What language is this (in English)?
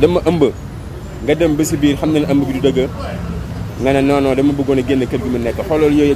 Wolof